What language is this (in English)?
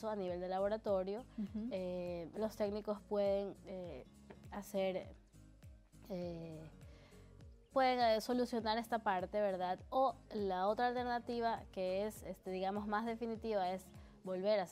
Spanish